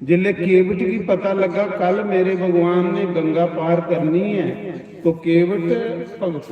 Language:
Dogri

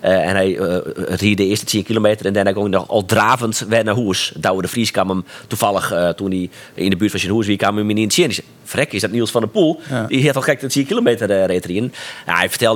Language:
Western Frisian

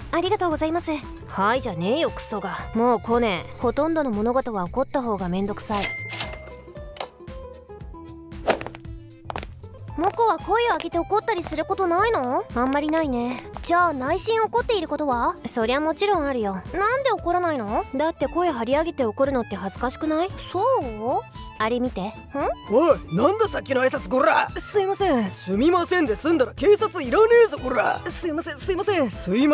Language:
Japanese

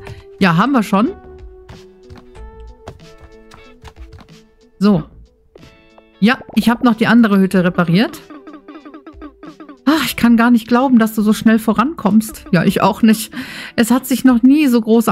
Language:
German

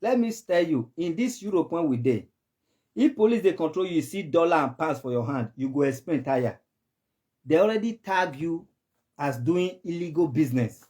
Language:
Nigerian Pidgin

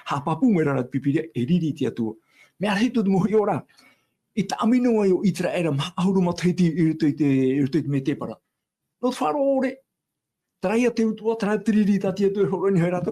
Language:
Tahitian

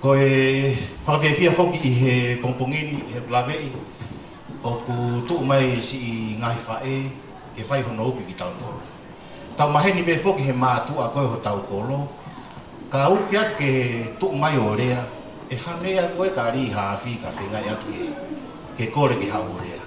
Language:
Tongan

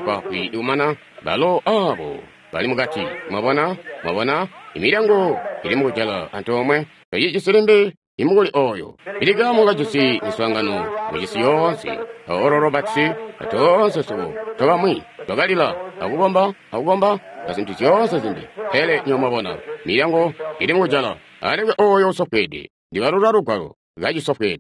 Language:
Tonga (Zambia)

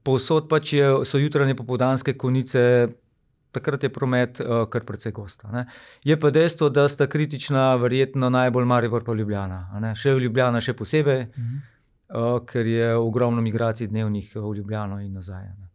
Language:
Slovenian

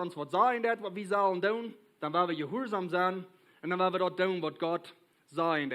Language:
Plautdietsch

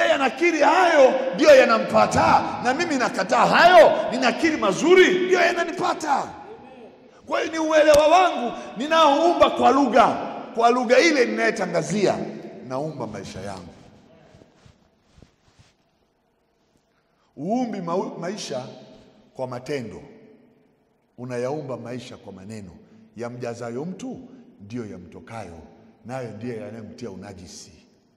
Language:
Swahili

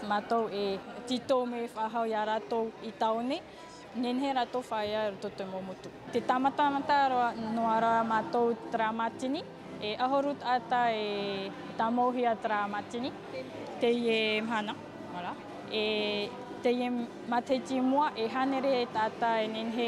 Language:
Tahitian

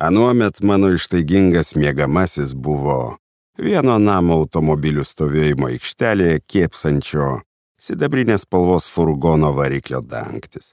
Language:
Lithuanian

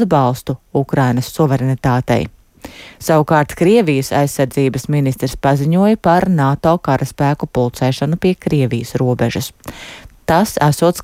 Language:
Latvian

